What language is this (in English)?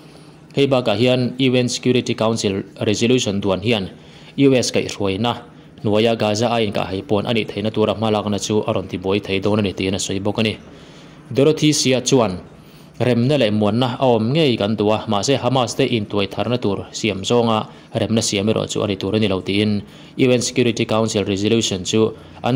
Mizo